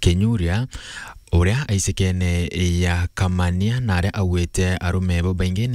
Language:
Meru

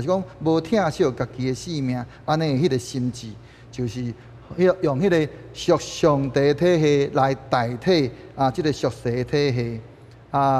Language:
Min Nan Chinese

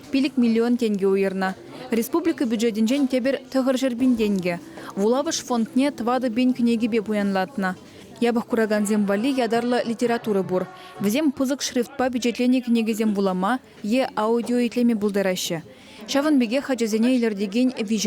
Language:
Chuvash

